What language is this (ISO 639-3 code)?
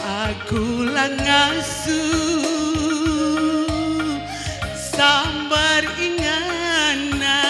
btx